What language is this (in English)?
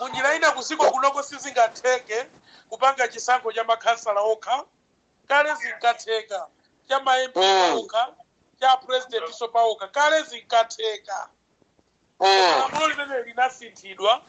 Nyanja